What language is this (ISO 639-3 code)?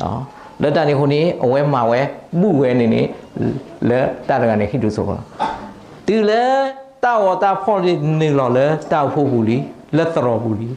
ksw